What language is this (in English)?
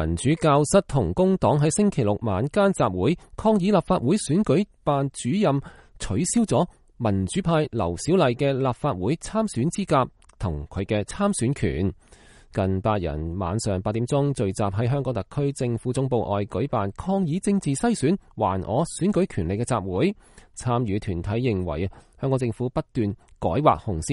Cantonese